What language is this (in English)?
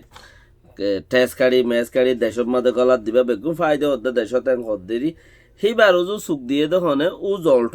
Rohingya